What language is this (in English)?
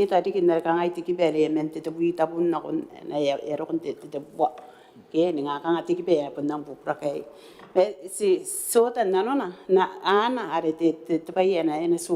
Gilbertese